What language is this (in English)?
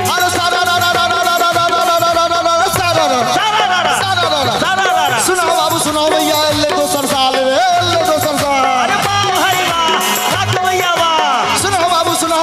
Maithili